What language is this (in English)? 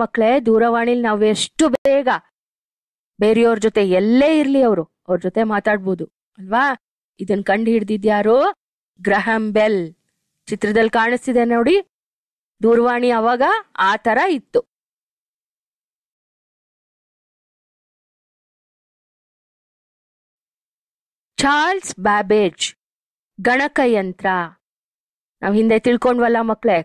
Kannada